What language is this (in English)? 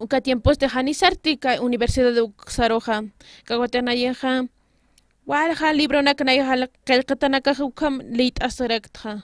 Aymara